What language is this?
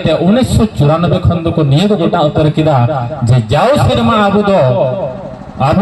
Santali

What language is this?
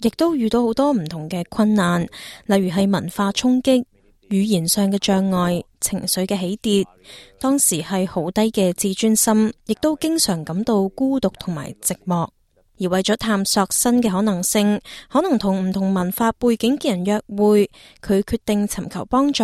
Cantonese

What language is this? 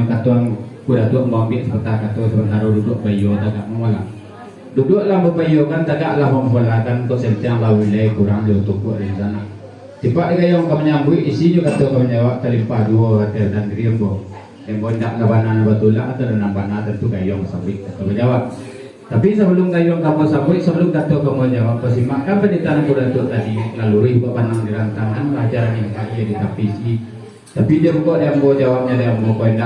Minangkabau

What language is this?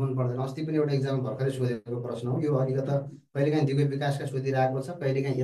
Nepali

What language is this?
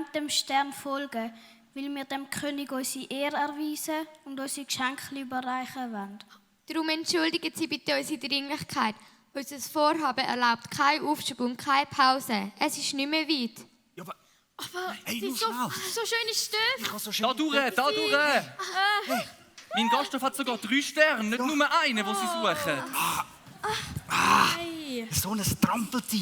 Swiss German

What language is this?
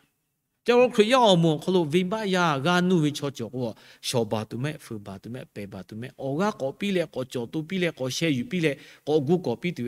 Lahu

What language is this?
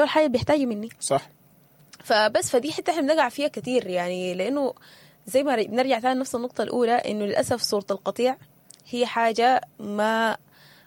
Sudanese Arabic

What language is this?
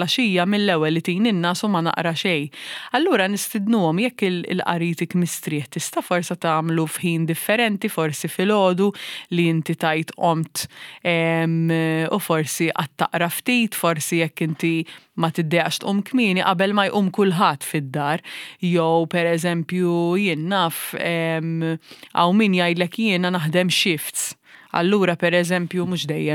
Maltese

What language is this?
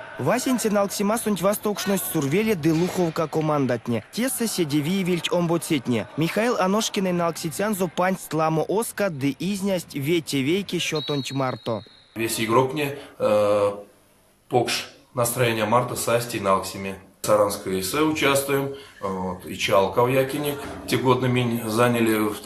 Erzya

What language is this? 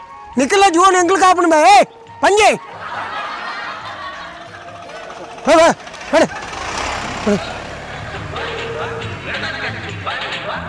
Tulu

